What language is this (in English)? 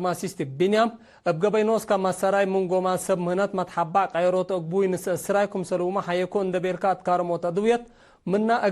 Tigre